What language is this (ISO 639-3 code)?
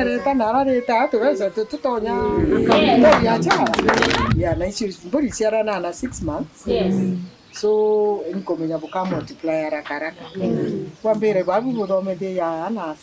mer